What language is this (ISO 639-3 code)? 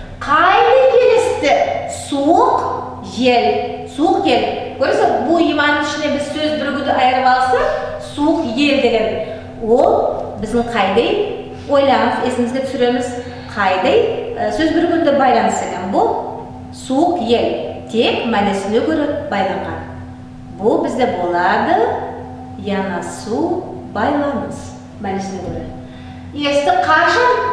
nog